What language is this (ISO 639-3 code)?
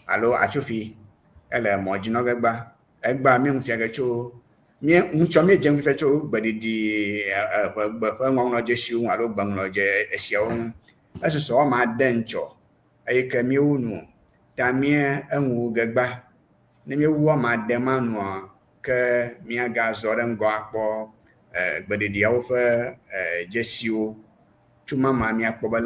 ewe